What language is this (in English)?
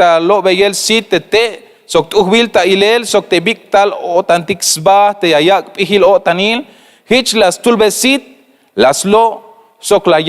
Tzeltal